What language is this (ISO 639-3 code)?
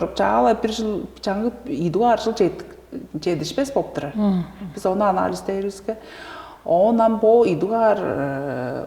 tyv